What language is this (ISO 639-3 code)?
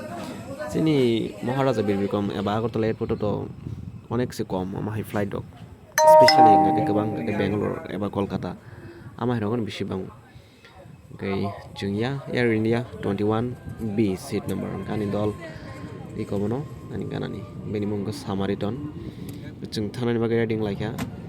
trp